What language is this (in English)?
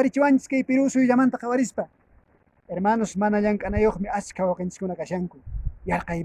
Quechua